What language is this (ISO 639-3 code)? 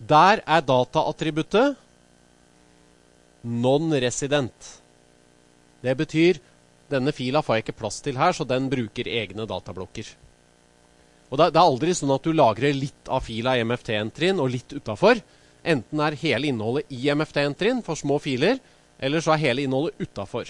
nor